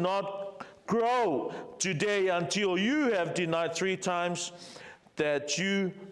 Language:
Samoan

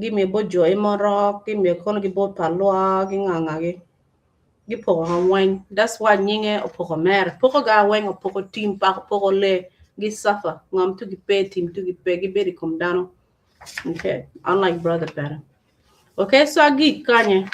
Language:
Acoli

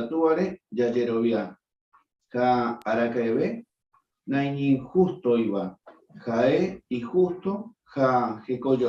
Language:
Guarani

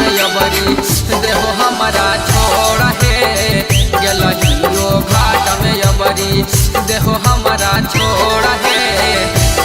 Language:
Magahi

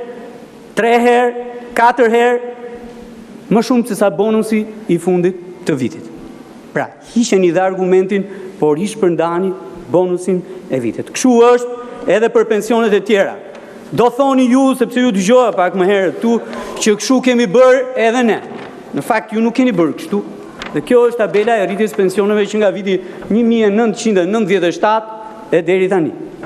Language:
Albanian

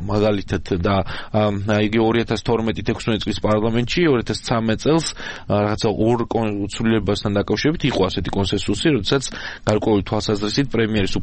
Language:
Georgian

